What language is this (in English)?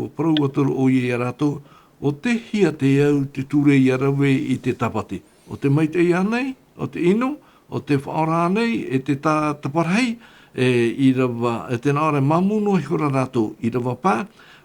Tahitian